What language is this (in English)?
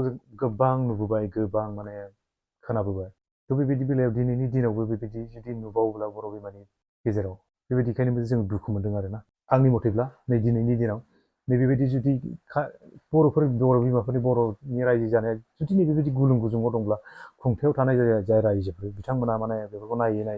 Bodo